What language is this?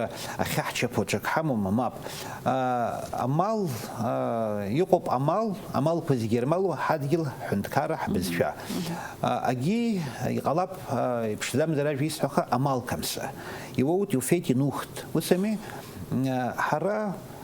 Abkhazian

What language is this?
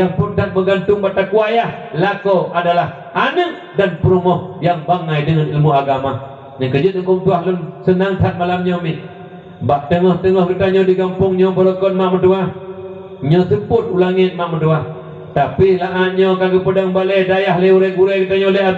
Achinese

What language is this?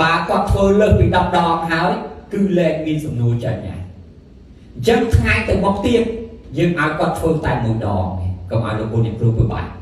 Khmer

